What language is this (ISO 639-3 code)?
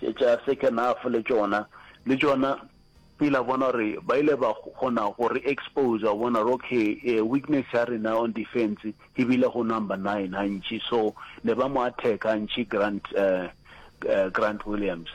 nso